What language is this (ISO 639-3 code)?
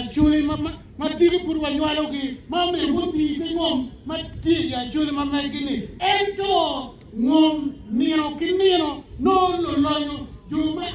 ach